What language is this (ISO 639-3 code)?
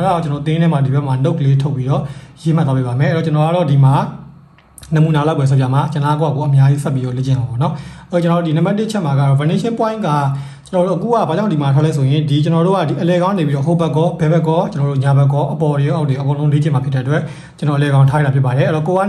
mya